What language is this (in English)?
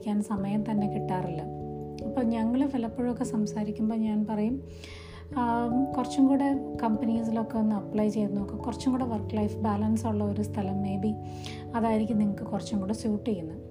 Malayalam